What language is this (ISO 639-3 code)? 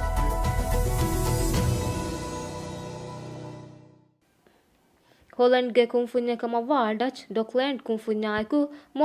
div